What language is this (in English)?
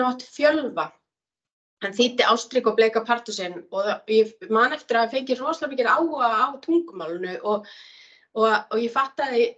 Icelandic